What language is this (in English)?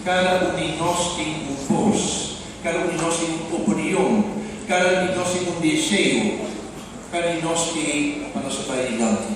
Papiamento